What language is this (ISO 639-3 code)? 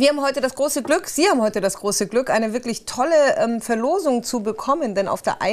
deu